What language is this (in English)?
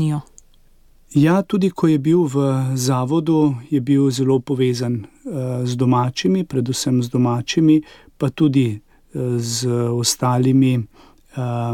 Slovenian